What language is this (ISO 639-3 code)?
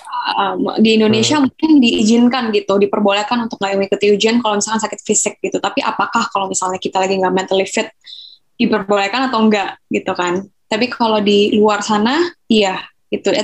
ind